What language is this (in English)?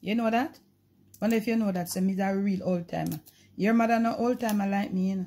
Jamaican Creole English